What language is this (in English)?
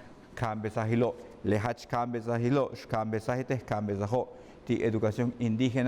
Yucateco